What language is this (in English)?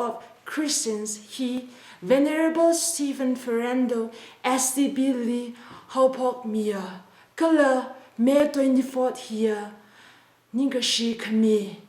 Tangkhul Naga (India)